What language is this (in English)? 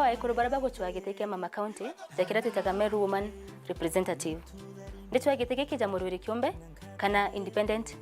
Meru